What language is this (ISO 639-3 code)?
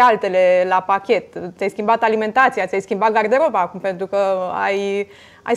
ron